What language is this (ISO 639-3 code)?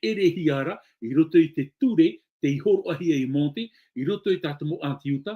tah